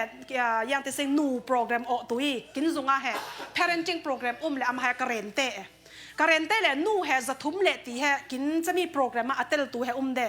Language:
Falam Chin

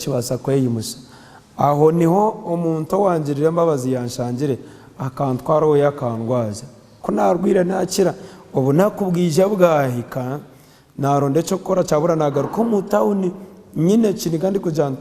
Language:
Nyankole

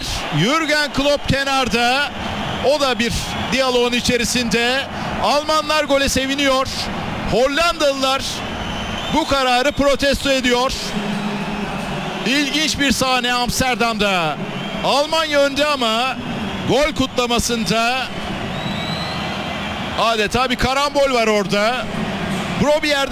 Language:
Turkish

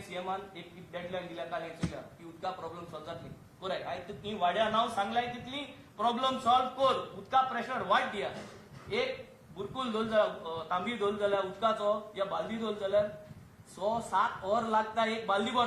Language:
Konkani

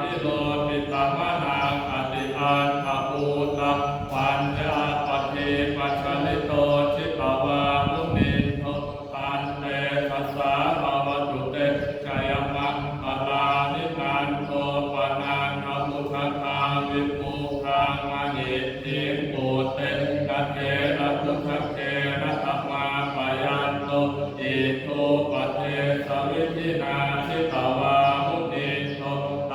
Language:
Pali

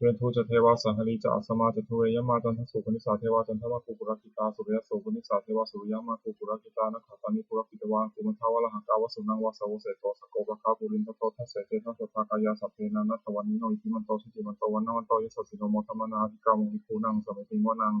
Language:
Pali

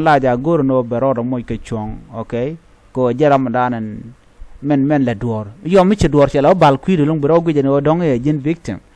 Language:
Nuer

